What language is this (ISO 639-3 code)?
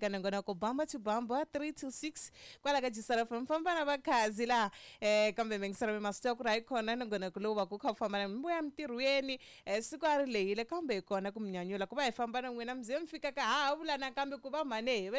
tso